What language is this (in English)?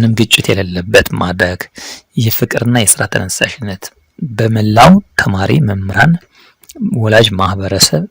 Amharic